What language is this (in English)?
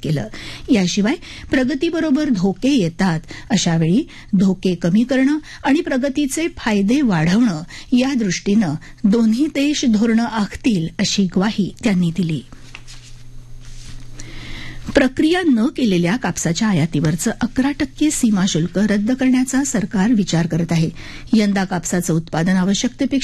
Marathi